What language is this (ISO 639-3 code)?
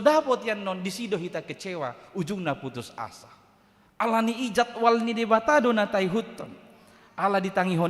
bbc